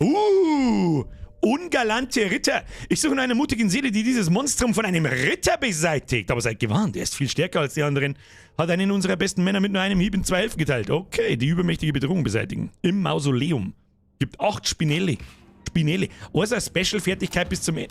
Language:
Bavarian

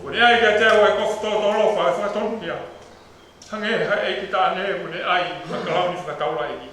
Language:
Tongan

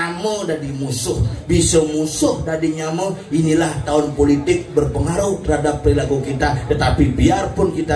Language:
Balinese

